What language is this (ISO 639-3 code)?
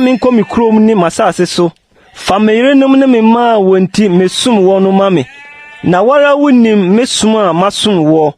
aka